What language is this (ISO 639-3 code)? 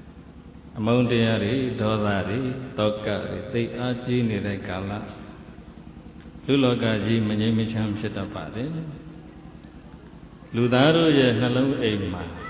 mya